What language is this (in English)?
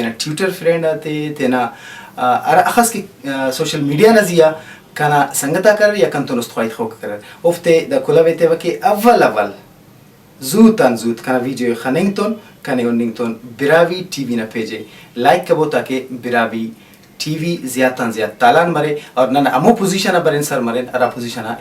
Brahui